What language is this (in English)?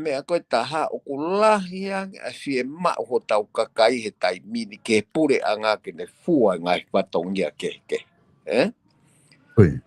Tongan